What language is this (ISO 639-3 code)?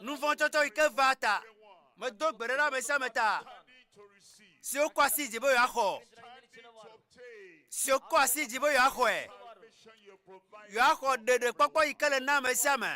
ewe